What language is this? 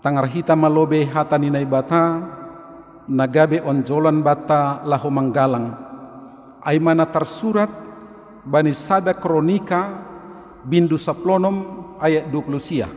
Batak Simalungun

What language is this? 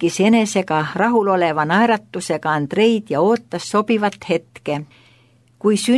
Estonian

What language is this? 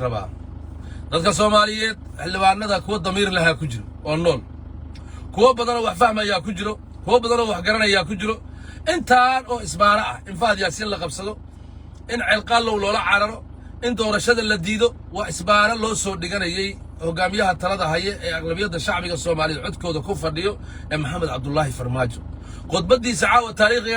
Somali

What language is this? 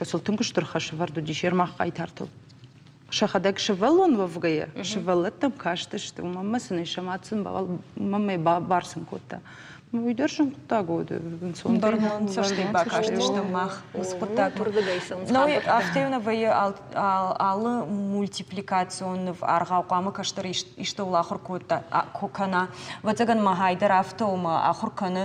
Ossetic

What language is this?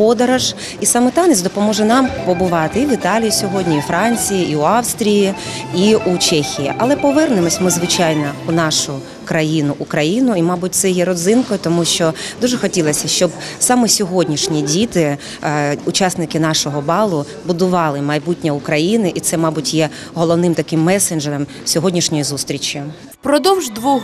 Ukrainian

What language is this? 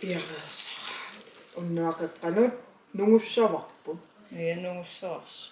Kalaallisut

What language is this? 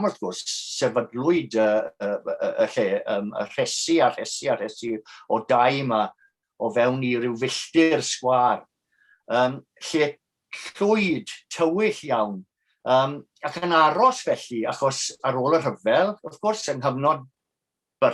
Welsh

